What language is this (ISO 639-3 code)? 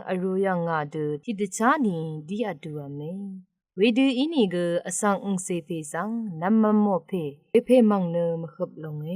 raw